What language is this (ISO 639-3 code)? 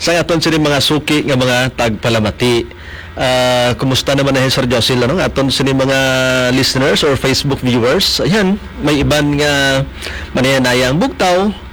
hil